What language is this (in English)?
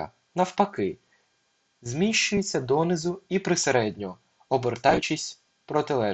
Ukrainian